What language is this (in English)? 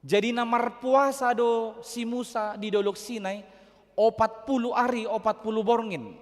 Batak Toba